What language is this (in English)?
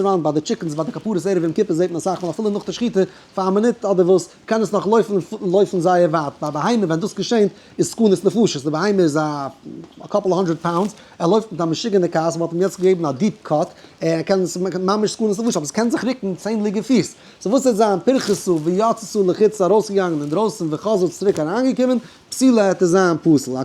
Yiddish